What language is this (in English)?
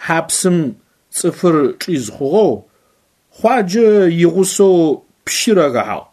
Adyghe